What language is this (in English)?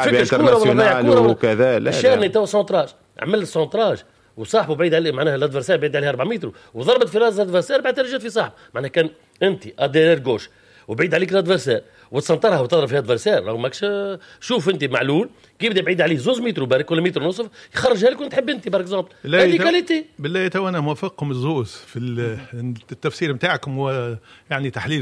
Tunisian Arabic